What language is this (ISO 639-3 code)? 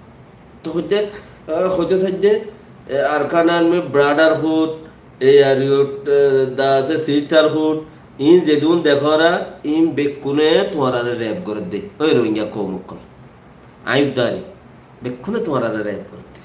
rhg